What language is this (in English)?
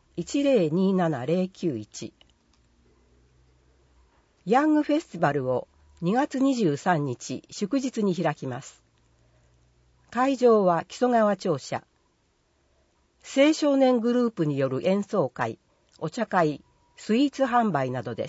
Japanese